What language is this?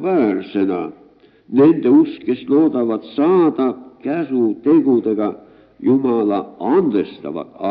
Estonian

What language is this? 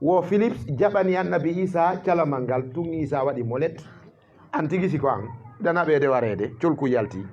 Fula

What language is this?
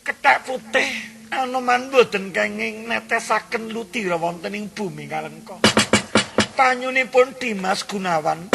Javanese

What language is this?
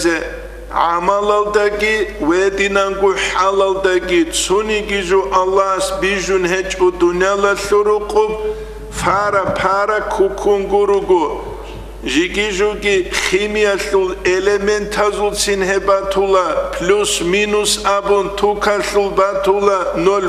Avaric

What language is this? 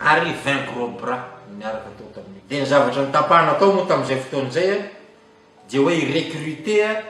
Malagasy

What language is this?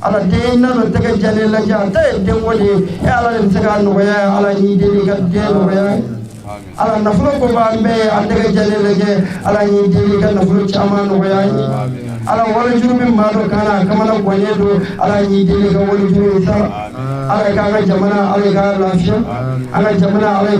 Bambara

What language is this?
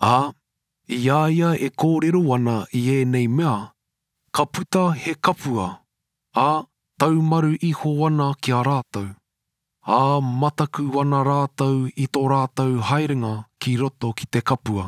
Māori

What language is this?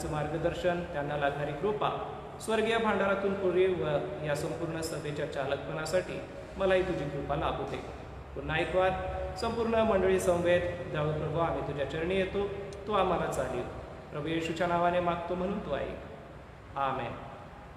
Marathi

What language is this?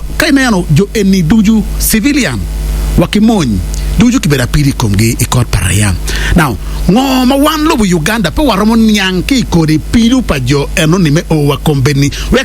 Acoli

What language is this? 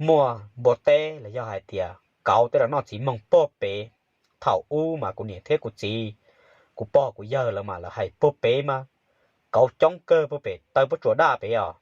Hmong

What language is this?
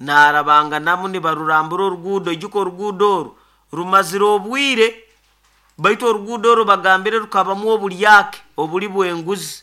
Nyoro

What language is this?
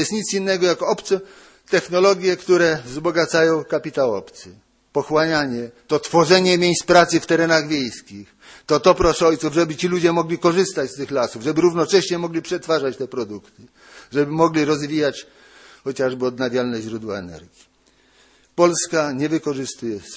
Polish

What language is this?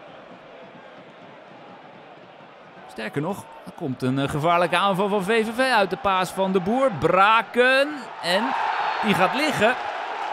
Dutch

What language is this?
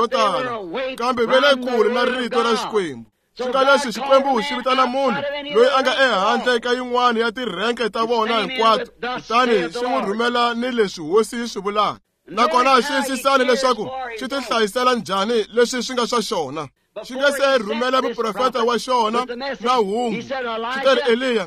Tsonga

